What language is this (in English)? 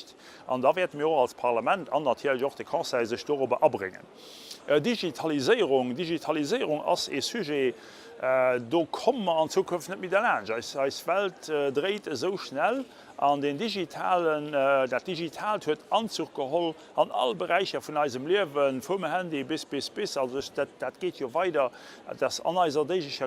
Luxembourgish